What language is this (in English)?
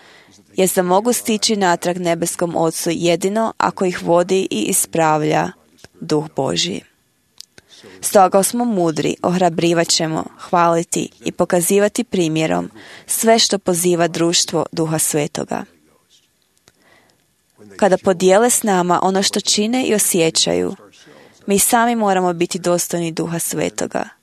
Croatian